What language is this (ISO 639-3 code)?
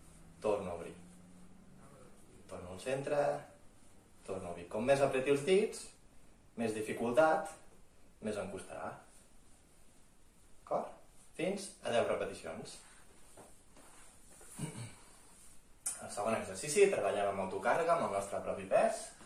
cat